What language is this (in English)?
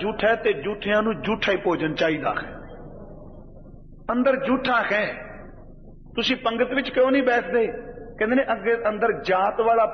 Punjabi